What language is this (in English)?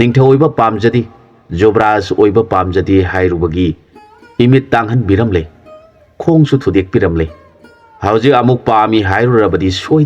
Manipuri